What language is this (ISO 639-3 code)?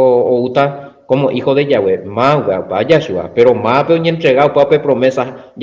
grn